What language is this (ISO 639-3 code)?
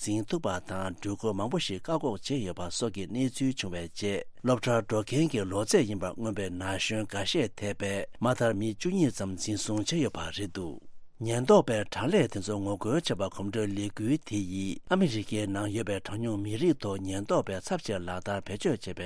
bod